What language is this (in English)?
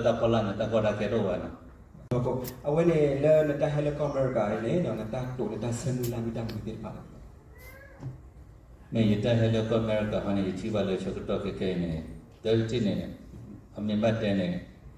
S'gaw Karen